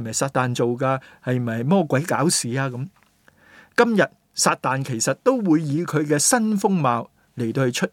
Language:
Cantonese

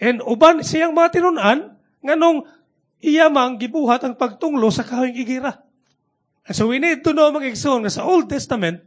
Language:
Cebuano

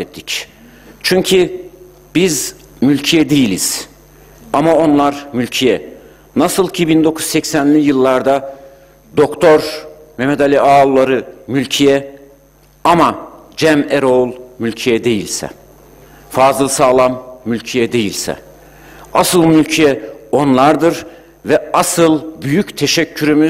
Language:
Turkish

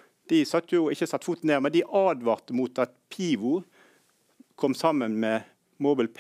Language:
Norwegian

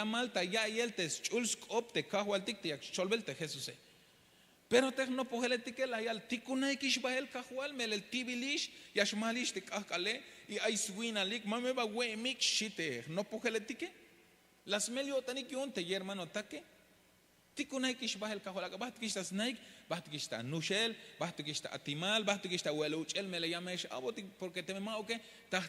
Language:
Tzeltal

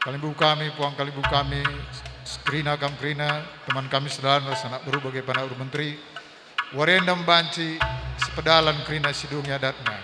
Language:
Batak Karo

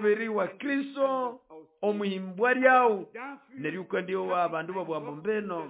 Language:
Nande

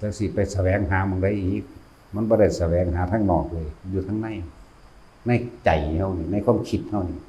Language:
Northeastern Thai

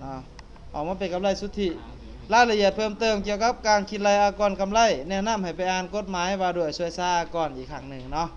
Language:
Lao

